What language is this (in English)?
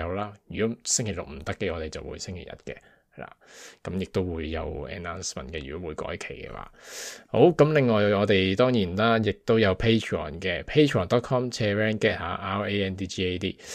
Cantonese